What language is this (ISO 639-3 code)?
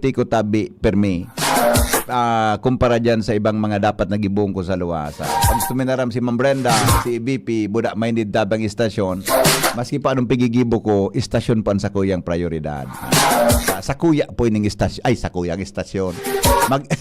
bik